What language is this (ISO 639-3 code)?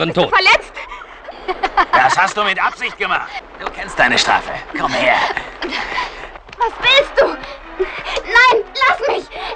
deu